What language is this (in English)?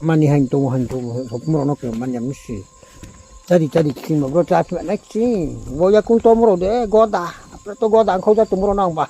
Riang (India)